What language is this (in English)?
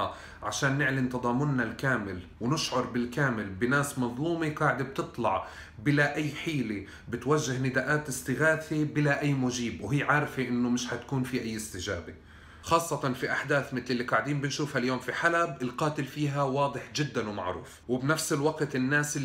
North Levantine Arabic